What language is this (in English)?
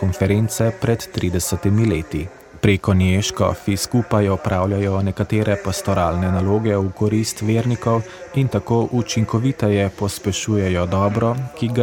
Slovenian